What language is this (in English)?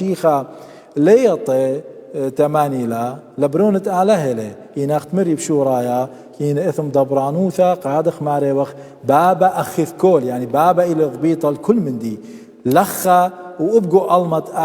Assyrian Neo-Aramaic